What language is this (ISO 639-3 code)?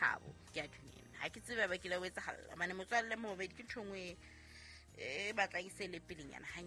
sot